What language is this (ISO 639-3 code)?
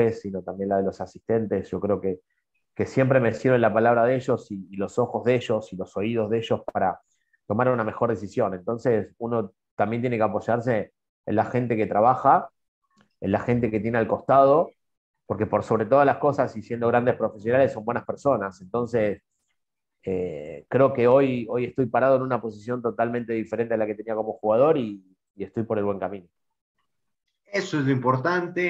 spa